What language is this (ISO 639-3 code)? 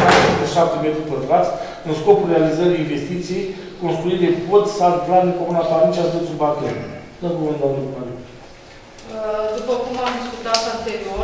ron